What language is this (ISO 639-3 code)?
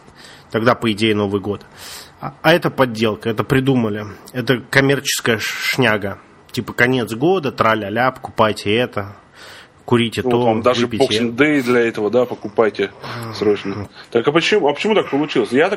rus